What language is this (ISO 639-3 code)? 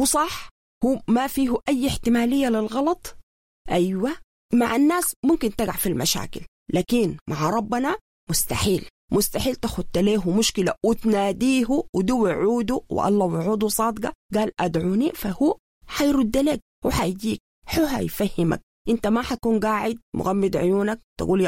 apd